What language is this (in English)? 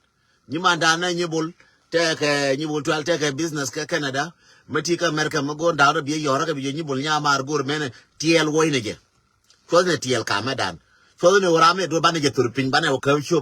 Nuer